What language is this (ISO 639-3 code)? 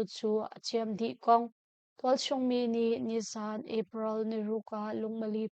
cnh